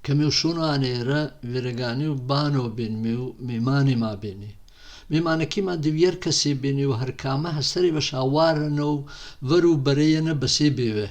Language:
Gurani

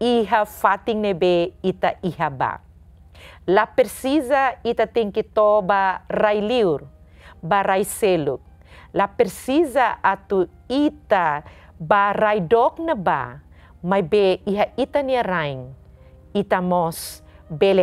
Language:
Tetum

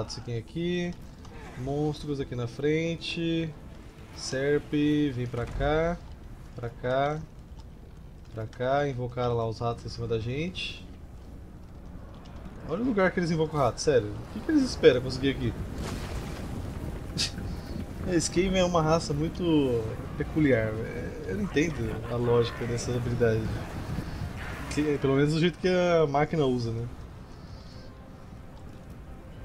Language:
Portuguese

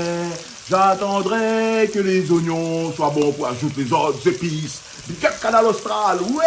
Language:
Réunion Creole French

